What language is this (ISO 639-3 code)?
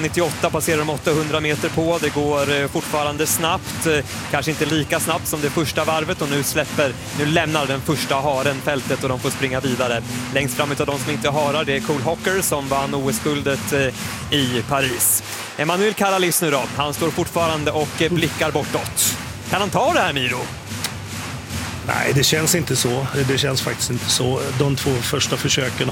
swe